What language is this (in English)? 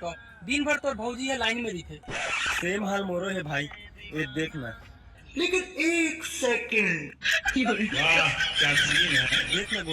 Chhattisgarhi